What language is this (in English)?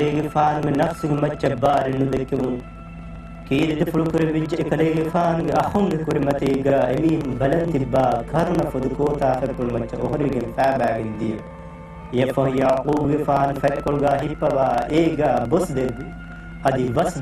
Divehi